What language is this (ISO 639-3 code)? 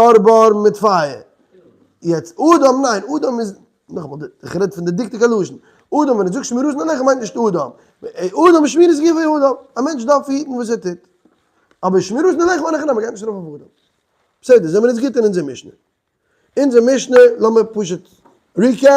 yid